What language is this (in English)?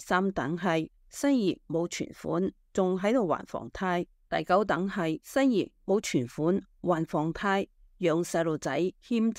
Cantonese